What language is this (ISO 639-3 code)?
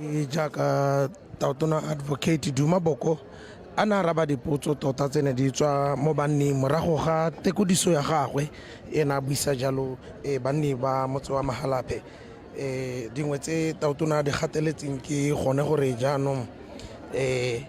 tsn